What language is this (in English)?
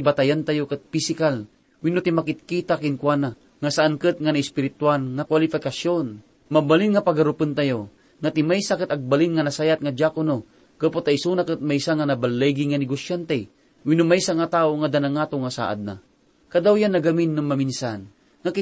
Iloko